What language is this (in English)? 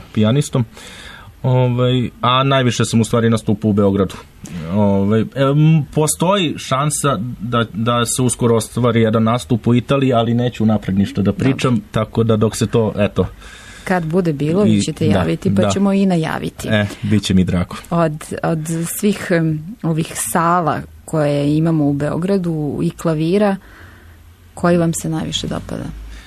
Serbian